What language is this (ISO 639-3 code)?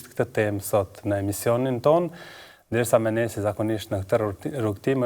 sqi